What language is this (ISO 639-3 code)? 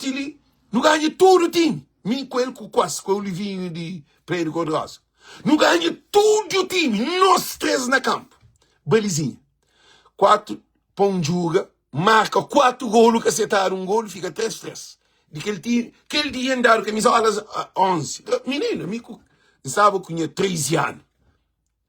kea